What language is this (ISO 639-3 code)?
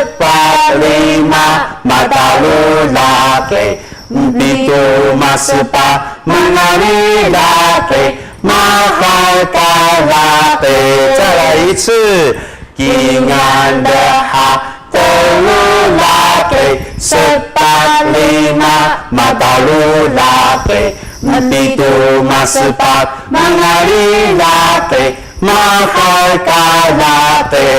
trv